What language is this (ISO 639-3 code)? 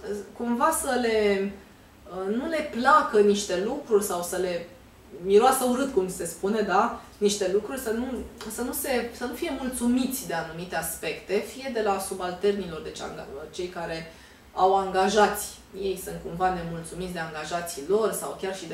ron